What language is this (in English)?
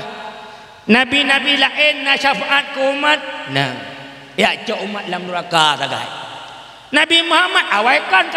Achinese